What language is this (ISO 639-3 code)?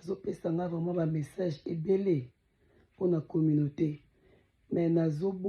lin